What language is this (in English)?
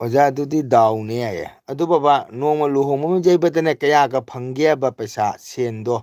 Manipuri